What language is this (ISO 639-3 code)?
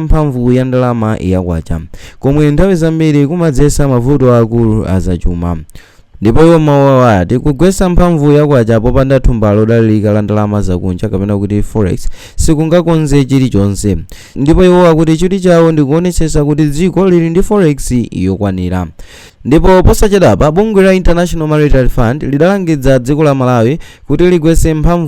nya